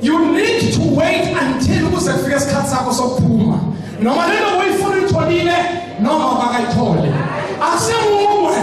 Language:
Zulu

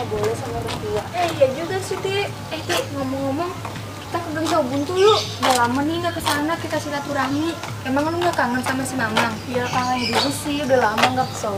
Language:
Betawi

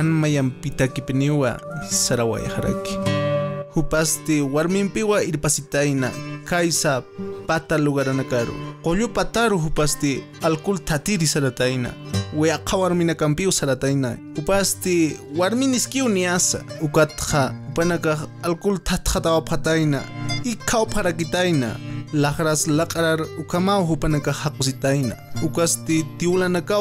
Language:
Aymara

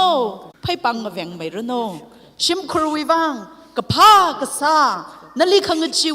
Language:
Tangkhul Naga (India)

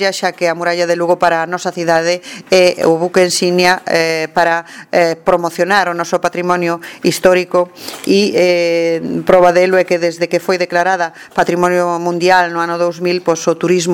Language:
Galician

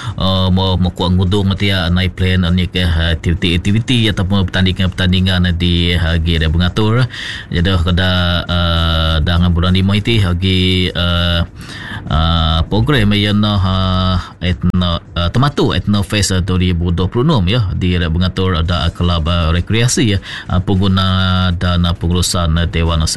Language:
Malay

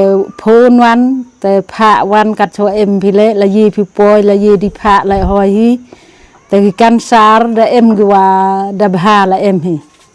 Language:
Khasi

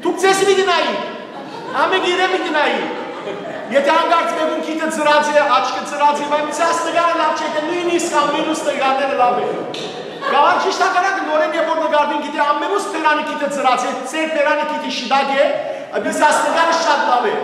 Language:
Western Armenian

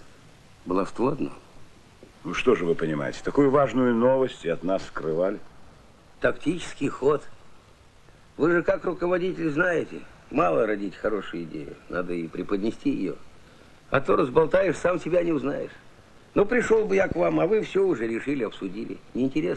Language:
Russian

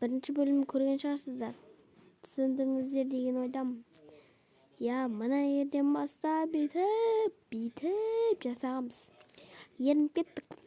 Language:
Kazakh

